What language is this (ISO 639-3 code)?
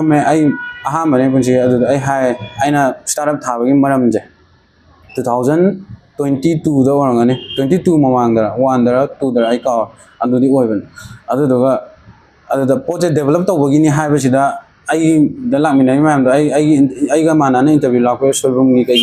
mni